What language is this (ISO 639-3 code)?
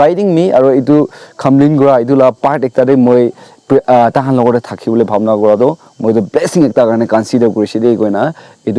nag